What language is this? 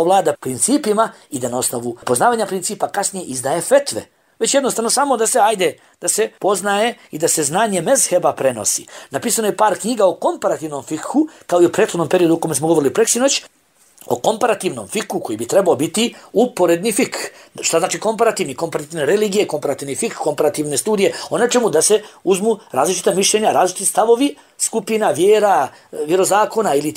Bosnian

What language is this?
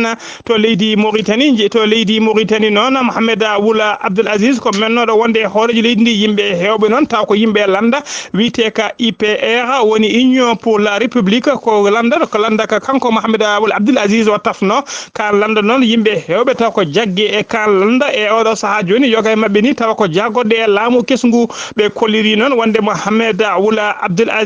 Fula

